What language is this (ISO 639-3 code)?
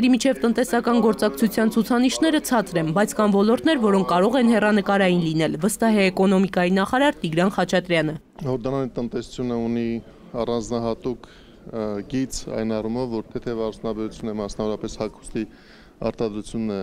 hye